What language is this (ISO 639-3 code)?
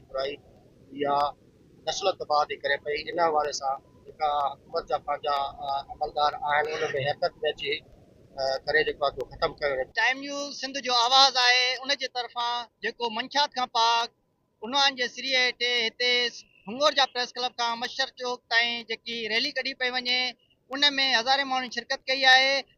snd